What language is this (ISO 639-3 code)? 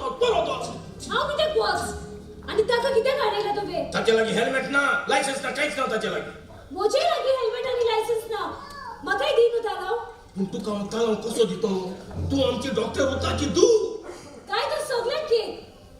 kok